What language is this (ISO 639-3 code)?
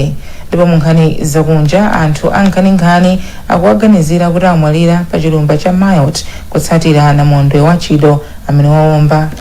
nya